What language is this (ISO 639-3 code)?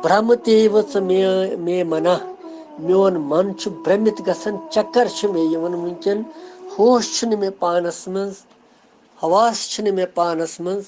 kas